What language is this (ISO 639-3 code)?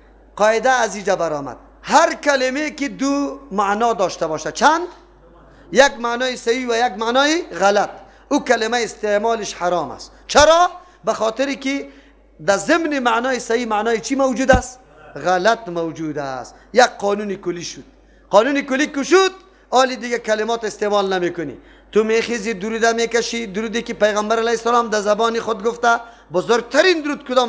fas